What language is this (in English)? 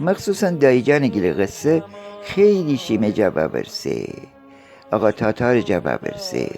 Gilaki